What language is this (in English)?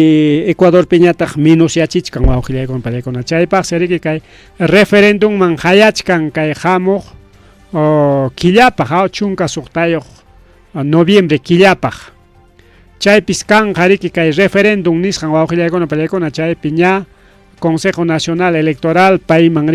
Ayacucho Quechua